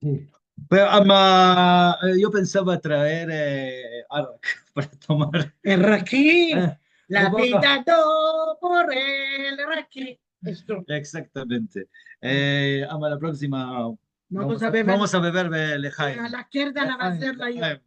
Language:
Ladino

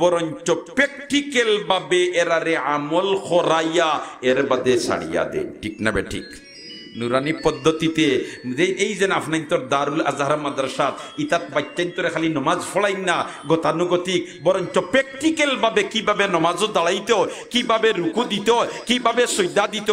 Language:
Sylheti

